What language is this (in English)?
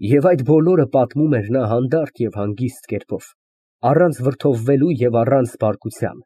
Armenian